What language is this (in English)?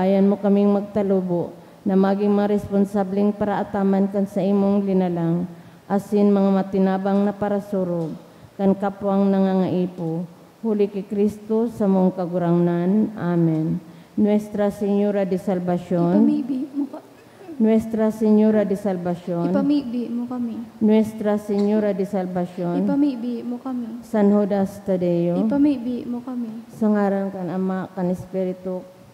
Bikol